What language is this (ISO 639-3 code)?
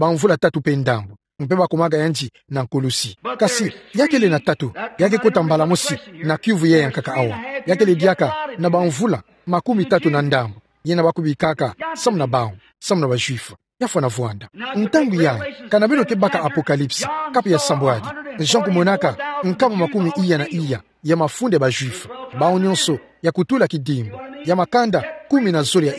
ktu